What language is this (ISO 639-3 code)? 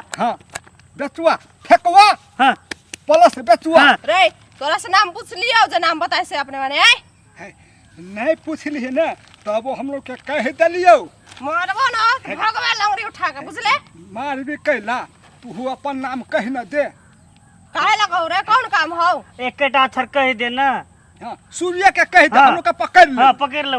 mai